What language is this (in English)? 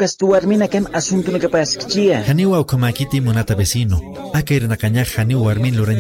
Aymara